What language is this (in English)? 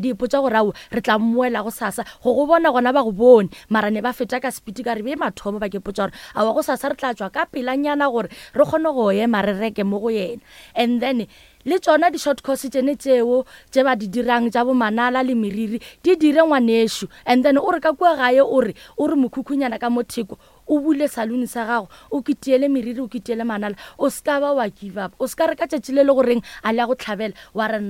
Northern Sotho